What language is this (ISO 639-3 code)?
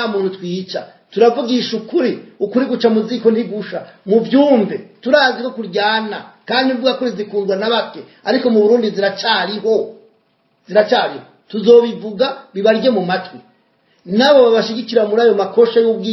run